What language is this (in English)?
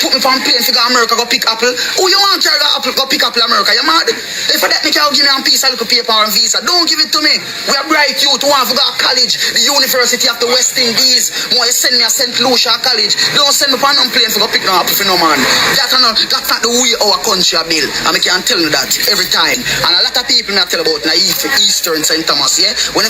Jamaican Creole English